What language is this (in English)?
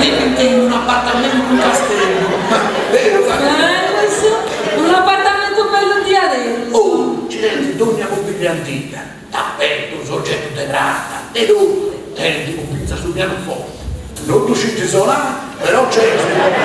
Sardinian